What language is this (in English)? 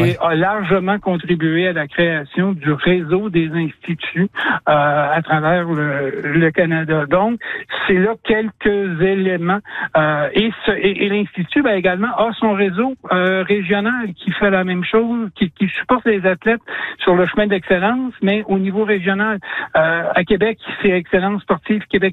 French